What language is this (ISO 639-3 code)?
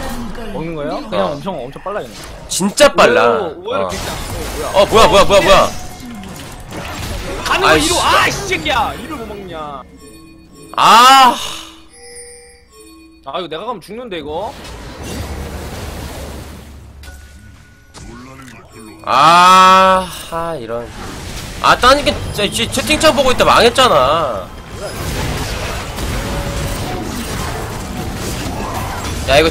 kor